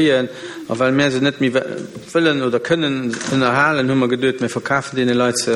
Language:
Luxembourgish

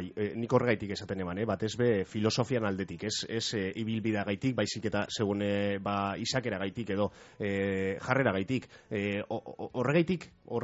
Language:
Basque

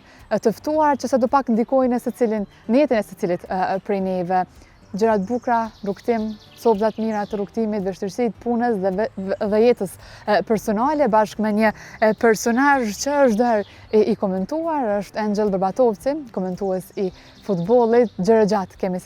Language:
Albanian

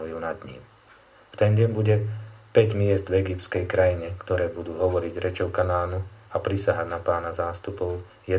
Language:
Slovak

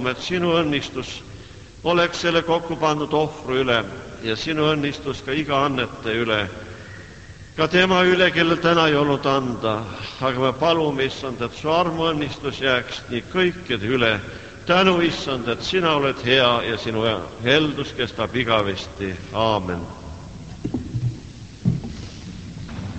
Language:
Estonian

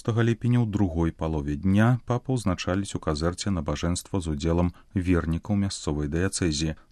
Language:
Belarusian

